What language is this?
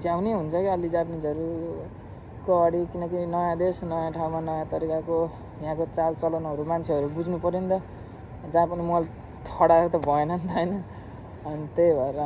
Nepali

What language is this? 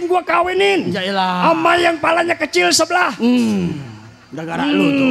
Betawi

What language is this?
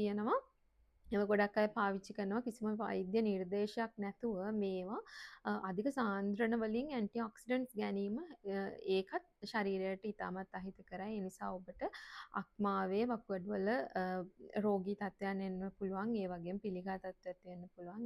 Sinhala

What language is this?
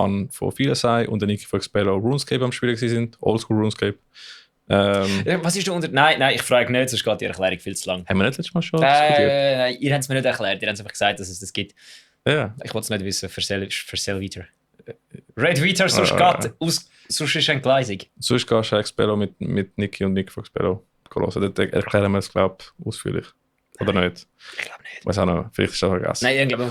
Swiss German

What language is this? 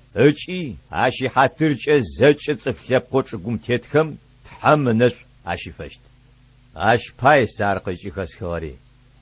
Adyghe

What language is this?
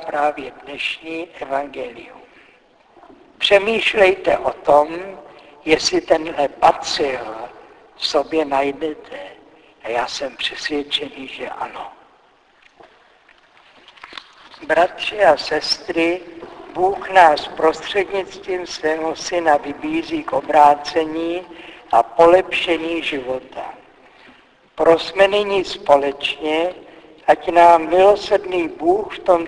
Czech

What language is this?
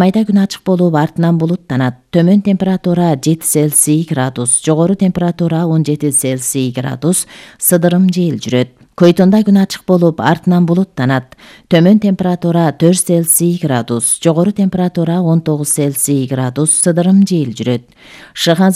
Kyrgyz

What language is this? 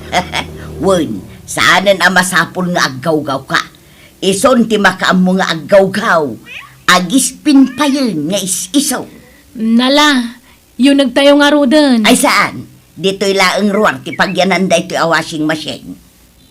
Iloko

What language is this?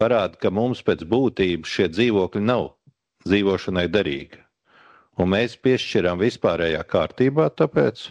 Latvian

